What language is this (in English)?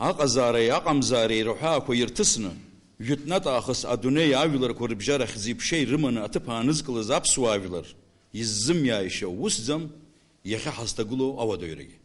Abkhazian